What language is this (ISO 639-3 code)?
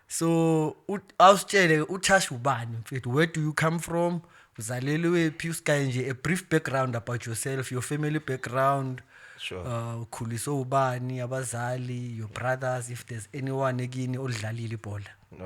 zul